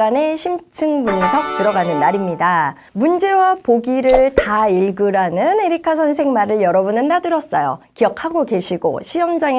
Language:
Korean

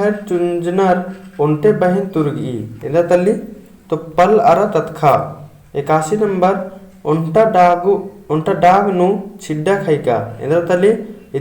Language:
Kurukh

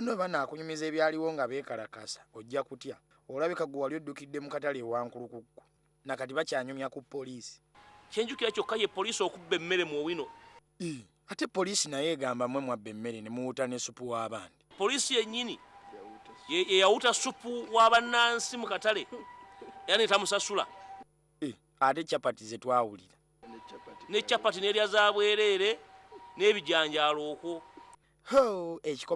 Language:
Ganda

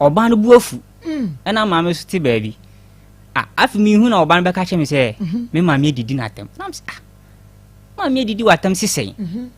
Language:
Akan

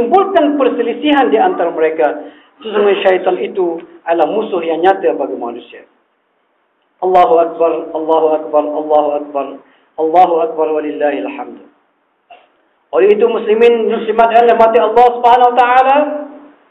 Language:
Malay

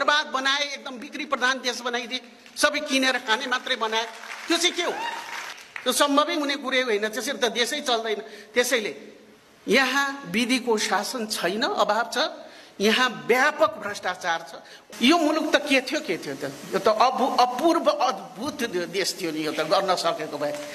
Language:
Nepali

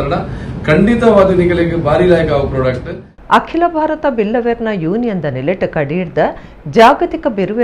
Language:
Tulu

